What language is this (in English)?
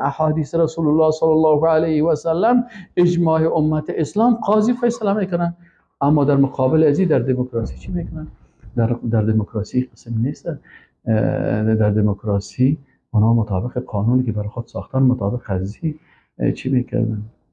Persian